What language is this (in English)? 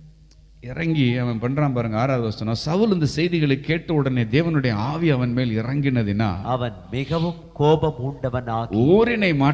Tamil